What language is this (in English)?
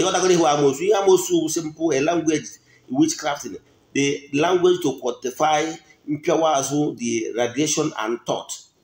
Igbo